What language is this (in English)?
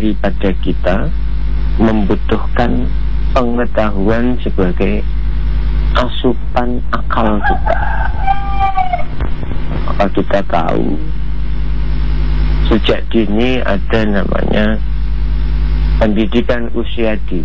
Indonesian